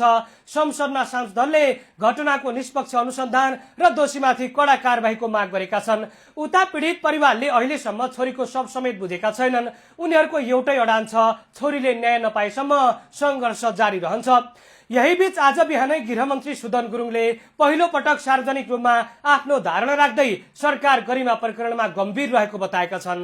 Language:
Nepali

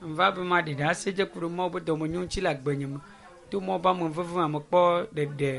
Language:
Ewe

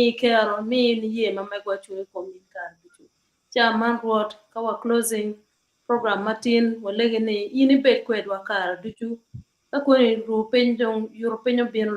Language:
Acoli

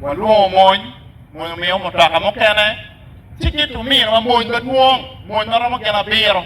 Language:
Acoli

